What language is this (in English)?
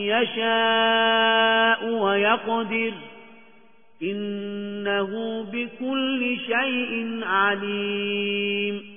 Arabic